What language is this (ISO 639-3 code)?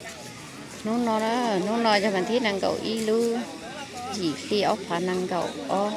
hmn